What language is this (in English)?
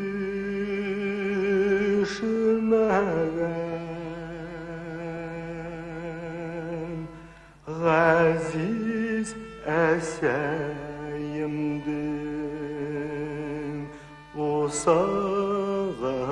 Bashkir